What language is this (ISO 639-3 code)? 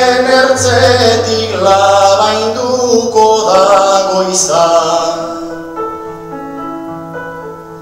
eus